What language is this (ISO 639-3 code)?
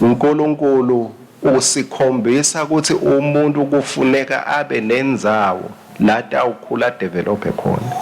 ssw